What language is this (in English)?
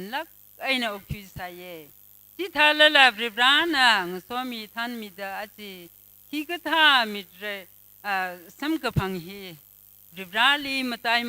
Tangkhul Naga (India)